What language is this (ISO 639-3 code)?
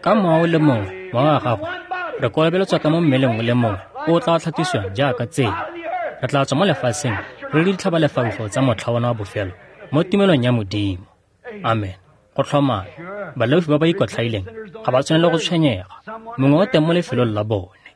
tsn